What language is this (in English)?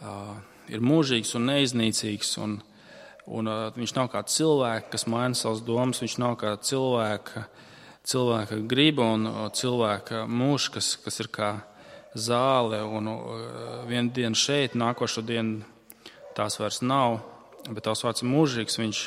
Latvian